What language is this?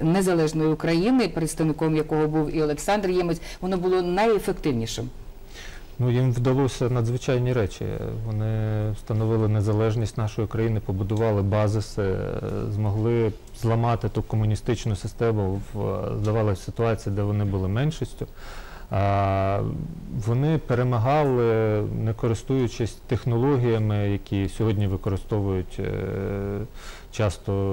Ukrainian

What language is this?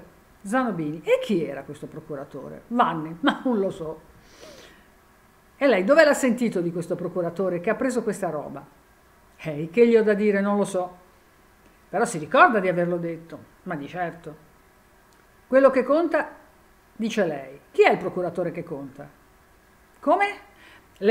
Italian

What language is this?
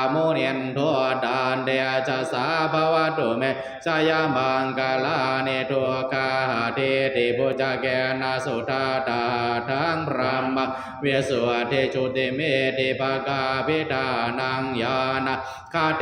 Pali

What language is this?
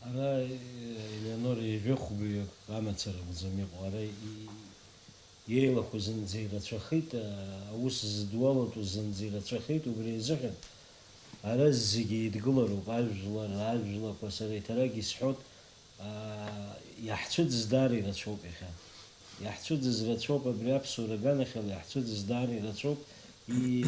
Abkhazian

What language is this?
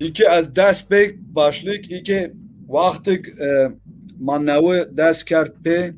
Zaza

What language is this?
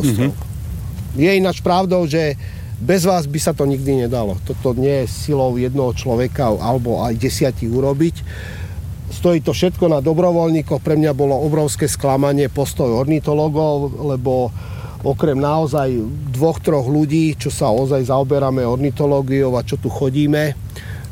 Slovak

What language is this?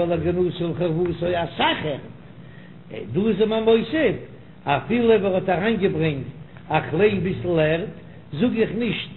Yiddish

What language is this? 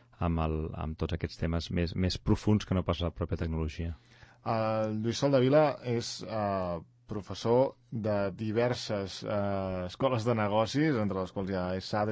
Catalan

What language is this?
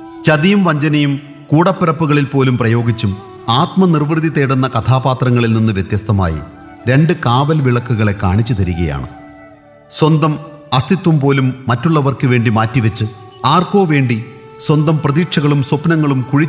Malayalam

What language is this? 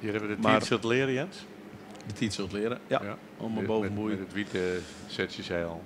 Western Frisian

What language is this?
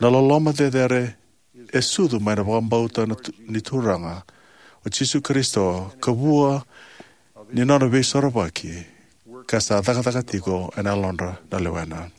Fijian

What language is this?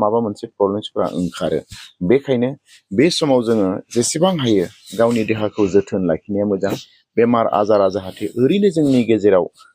Bodo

